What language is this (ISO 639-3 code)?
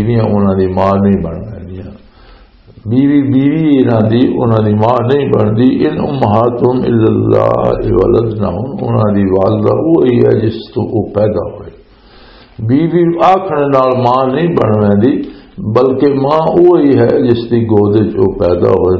lah